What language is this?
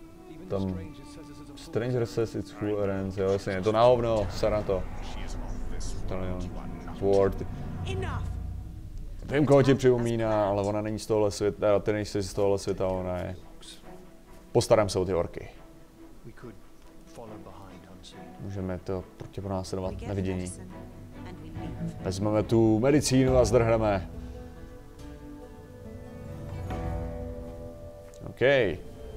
Czech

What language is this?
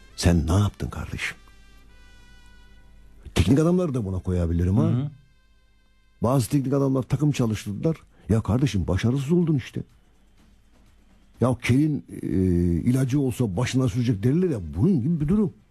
Turkish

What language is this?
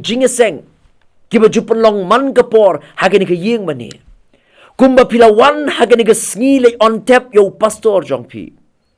Khasi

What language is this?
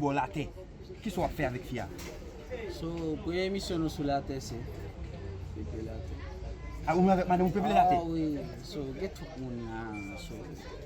Haitian Creole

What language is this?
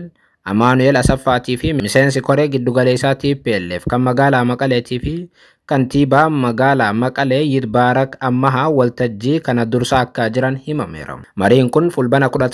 Oromo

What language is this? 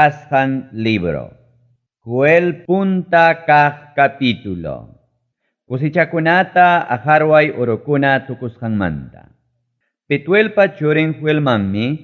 Ayacucho Quechua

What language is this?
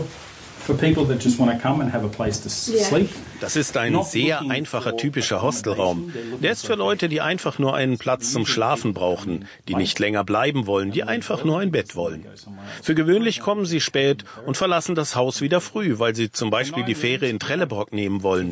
German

